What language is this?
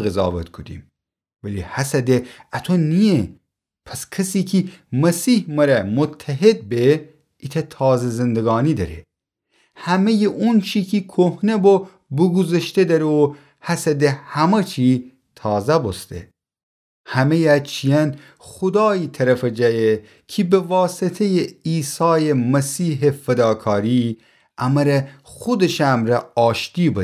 Gilaki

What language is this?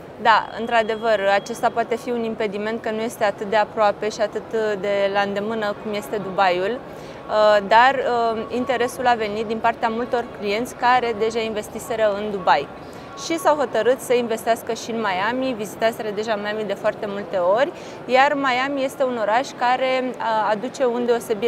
Romanian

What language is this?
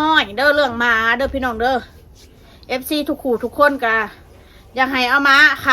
Northeastern Thai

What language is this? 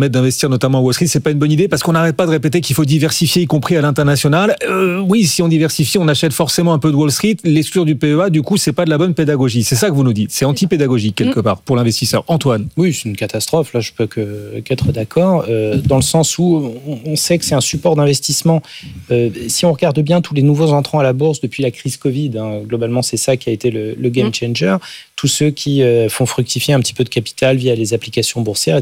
French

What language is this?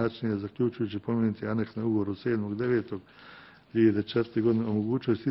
Bosnian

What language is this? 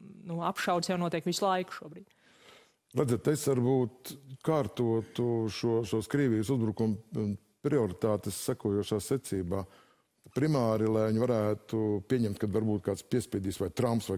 Latvian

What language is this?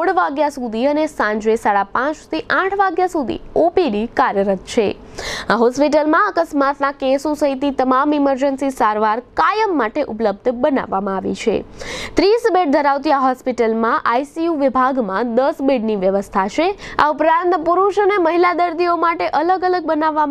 Gujarati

